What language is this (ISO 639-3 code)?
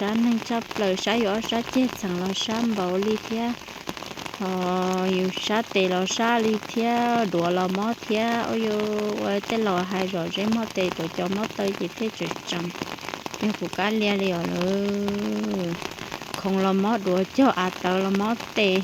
hmn